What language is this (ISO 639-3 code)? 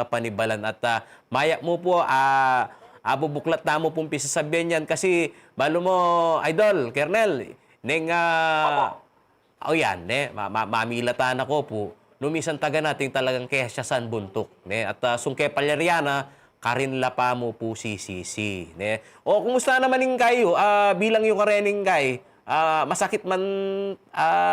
pam